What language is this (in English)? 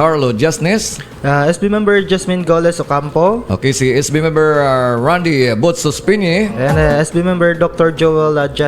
Hiligaynon